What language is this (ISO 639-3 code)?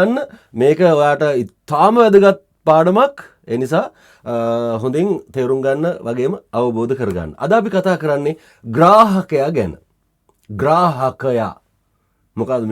sin